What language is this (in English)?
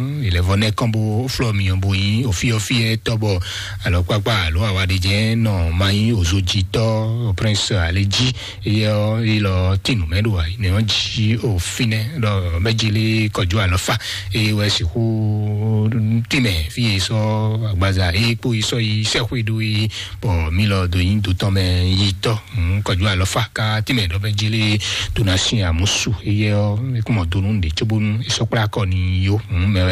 Fon